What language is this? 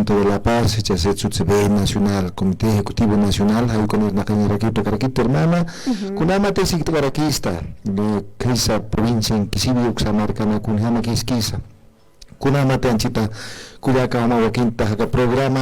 Aymara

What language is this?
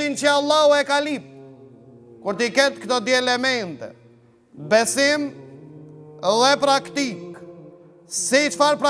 Albanian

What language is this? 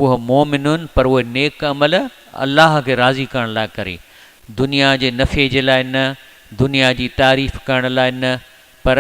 Sindhi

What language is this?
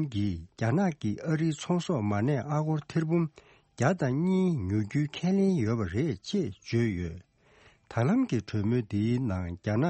Tibetan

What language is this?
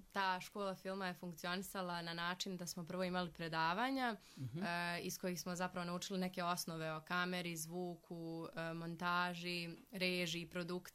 Serbian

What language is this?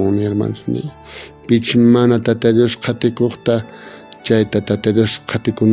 South Bolivian Quechua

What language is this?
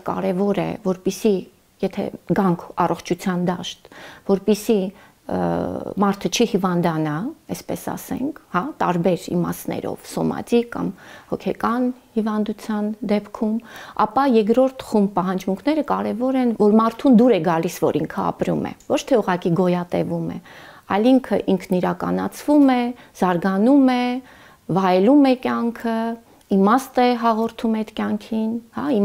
Armenian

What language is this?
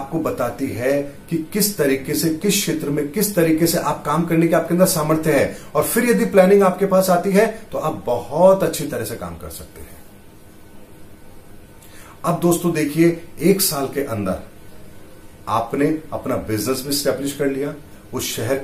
Hindi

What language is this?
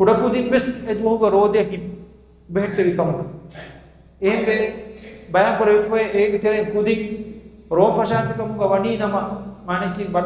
Divehi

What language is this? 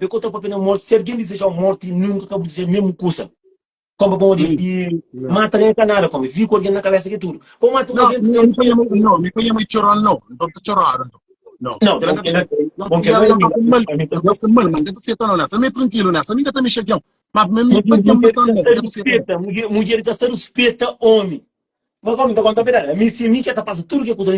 Kabuverdianu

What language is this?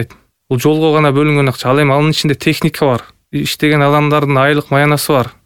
Kyrgyz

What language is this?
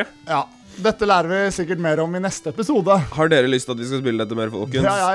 Norwegian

